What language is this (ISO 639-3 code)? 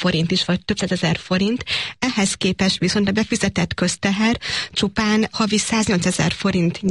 hun